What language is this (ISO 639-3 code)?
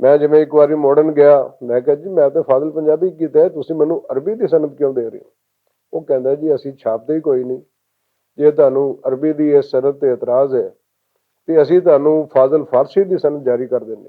lah